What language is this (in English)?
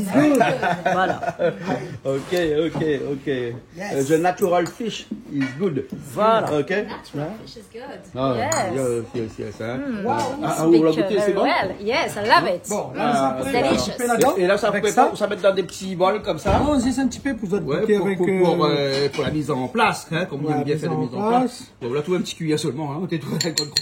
Réunion Creole French